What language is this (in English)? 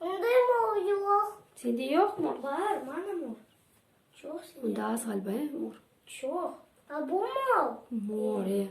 Crimean Tatar